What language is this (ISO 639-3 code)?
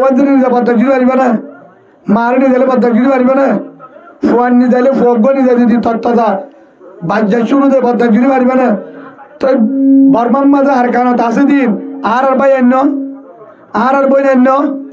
rhg